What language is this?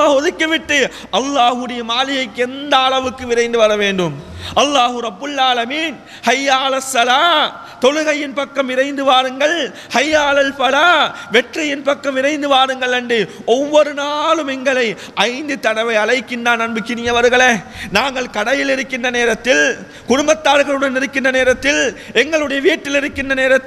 Tamil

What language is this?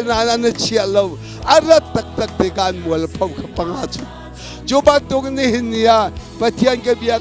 Hakha Chin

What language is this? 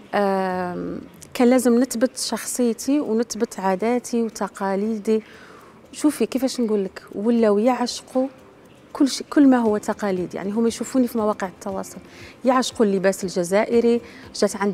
Algerian Arabic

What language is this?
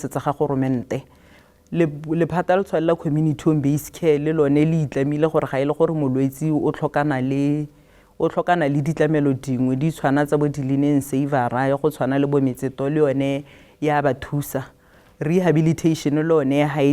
Tswana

